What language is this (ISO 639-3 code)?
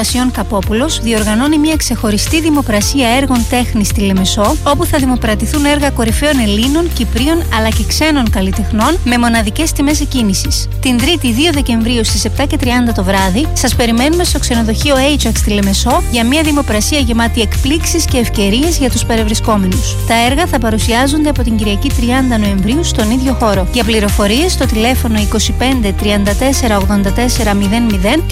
ell